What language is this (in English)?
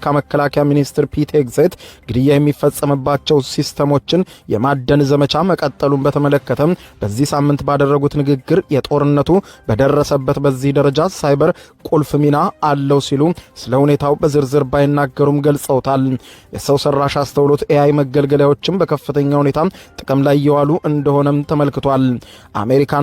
Amharic